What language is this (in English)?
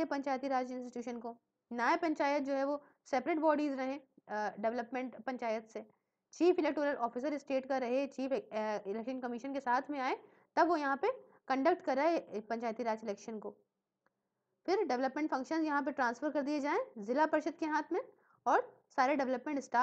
Hindi